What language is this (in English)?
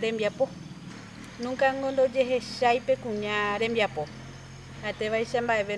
Guarani